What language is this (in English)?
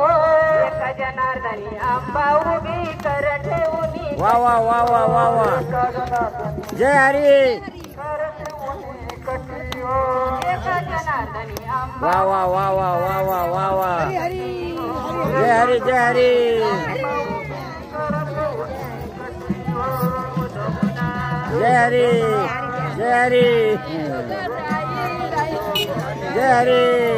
Marathi